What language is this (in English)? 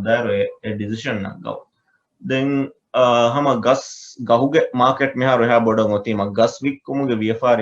Divehi